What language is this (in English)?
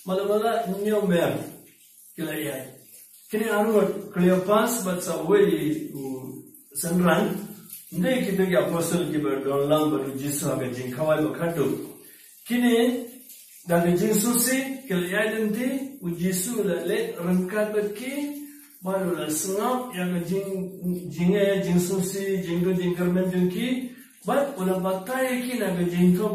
Khasi